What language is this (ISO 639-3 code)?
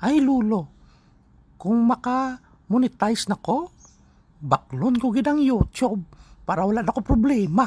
hil